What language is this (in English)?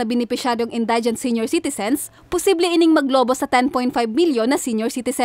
Bikol